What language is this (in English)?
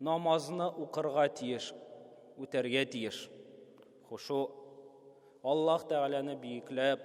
Tatar